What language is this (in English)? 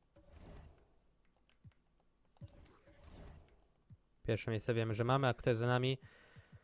Polish